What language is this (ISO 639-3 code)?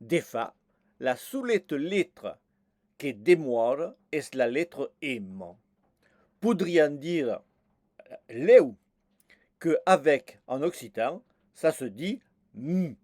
oci